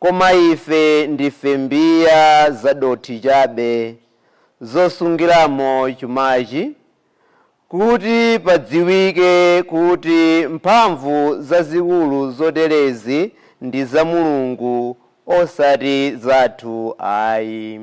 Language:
Nyanja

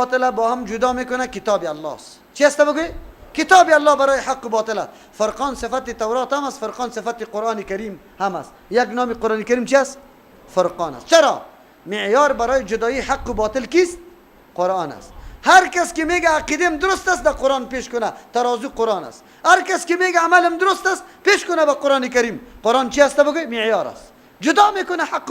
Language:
Persian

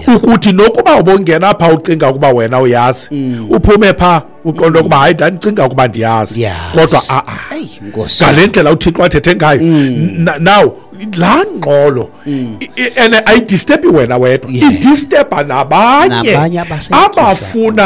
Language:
Xhosa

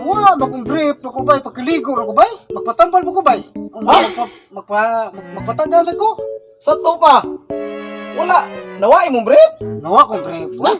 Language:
Cebuano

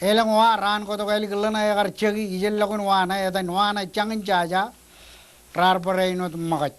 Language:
Marshallese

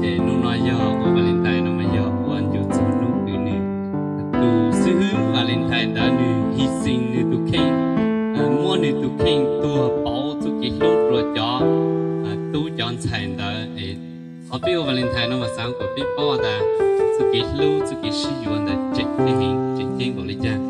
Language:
Hmong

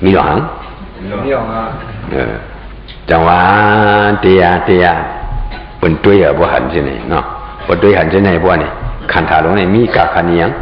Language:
Shan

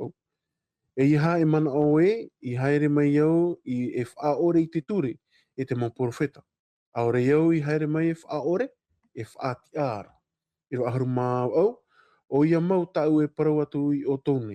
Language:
Tahitian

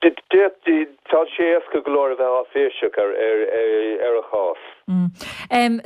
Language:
Irish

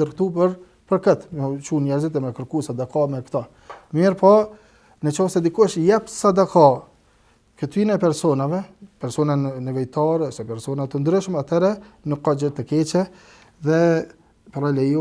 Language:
Albanian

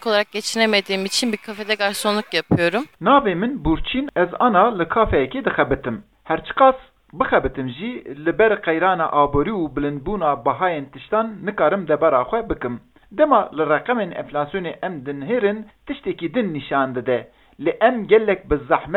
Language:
Kurdish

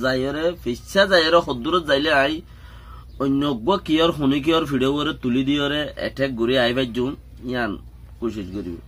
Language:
Rohingya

